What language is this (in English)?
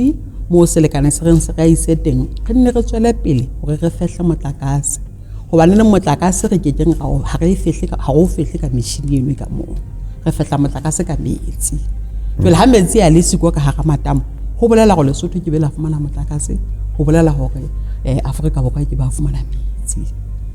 Southern Sotho